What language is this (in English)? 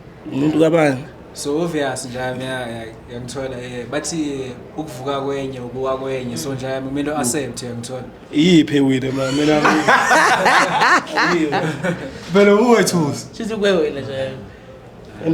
Zulu